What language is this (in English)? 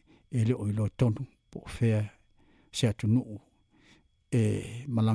Samoan